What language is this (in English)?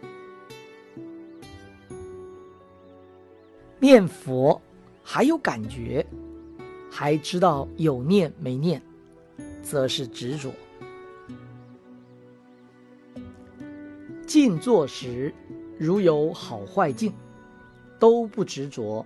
Chinese